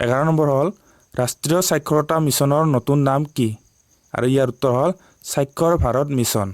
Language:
Assamese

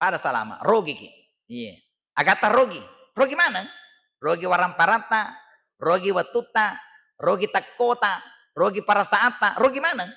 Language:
Buginese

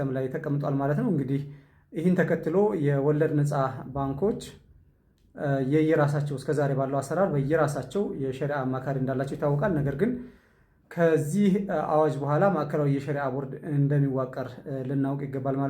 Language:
Amharic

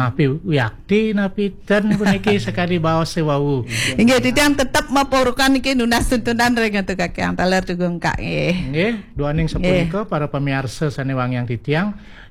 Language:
Balinese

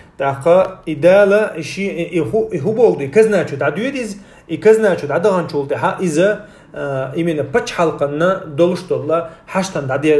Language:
Chechen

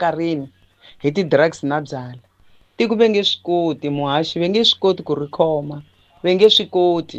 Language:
Tsonga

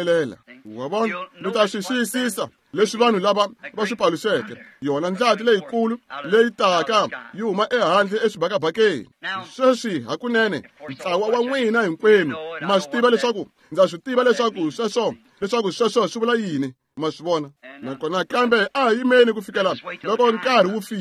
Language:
Tsonga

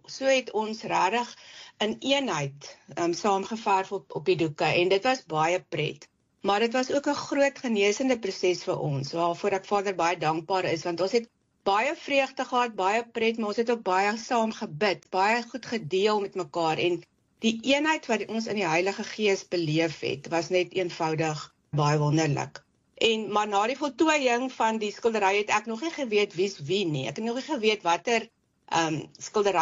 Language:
Afrikaans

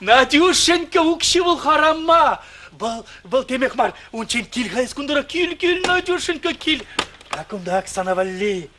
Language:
Chuvash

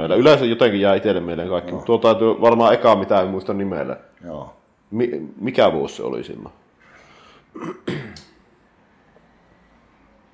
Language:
Finnish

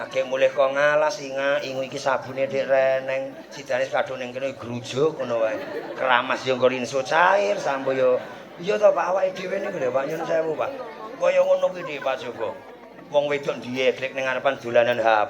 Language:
Javanese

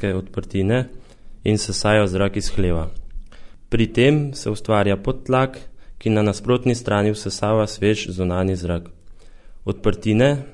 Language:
Slovenian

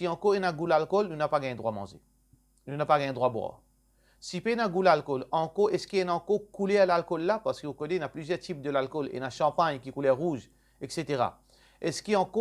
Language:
Morisyen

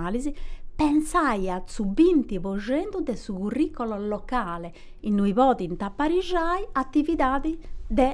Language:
Sardinian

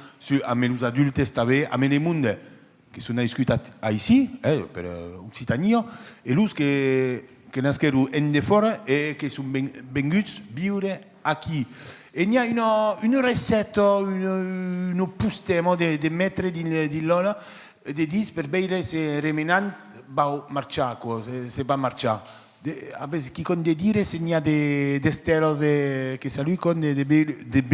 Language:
Occitan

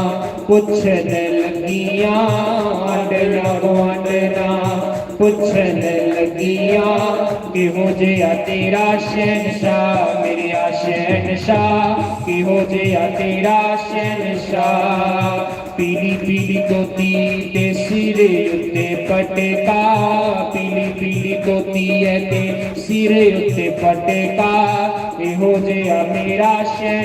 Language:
Dogri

